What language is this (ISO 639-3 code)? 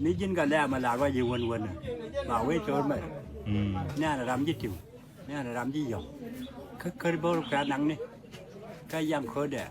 nus